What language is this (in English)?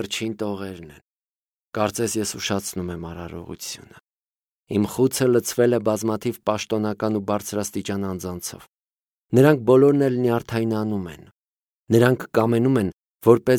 Armenian